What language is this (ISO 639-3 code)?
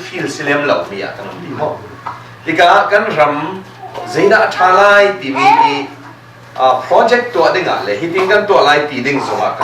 cnh